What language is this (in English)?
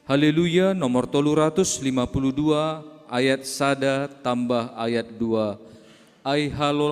Batak Simalungun